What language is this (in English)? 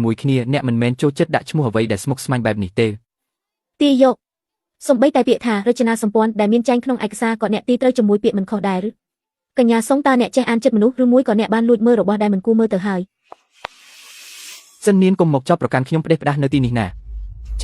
Khmer